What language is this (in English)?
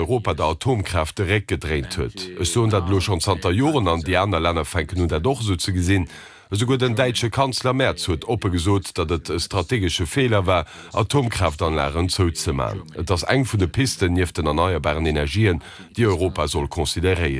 Luxembourgish